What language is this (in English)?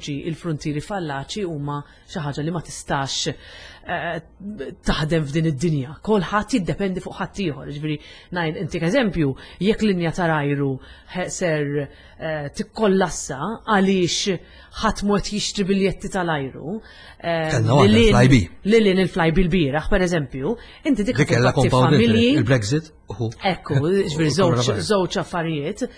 Maltese